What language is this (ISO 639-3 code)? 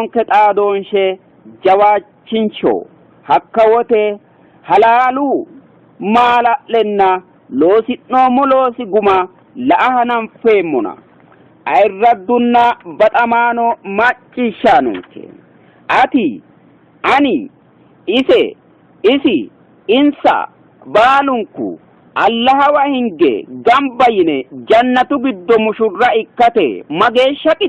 sid